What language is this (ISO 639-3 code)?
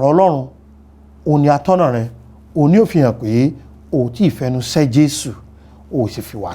yor